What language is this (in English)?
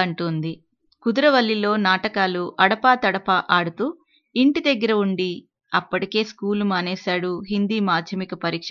Telugu